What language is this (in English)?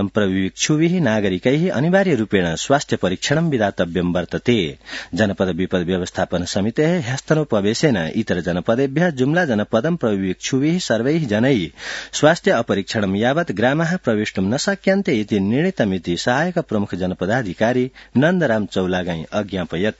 Sanskrit